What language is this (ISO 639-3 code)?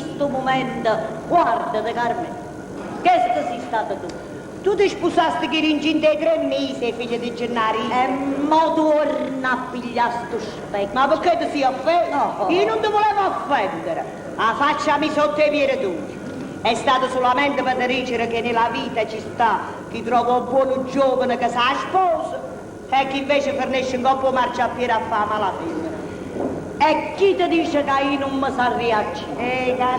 nap